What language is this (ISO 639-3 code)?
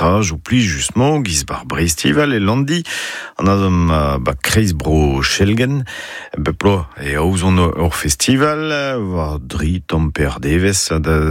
bre